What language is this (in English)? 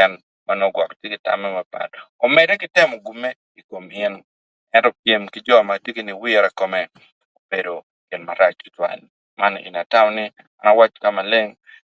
Acoli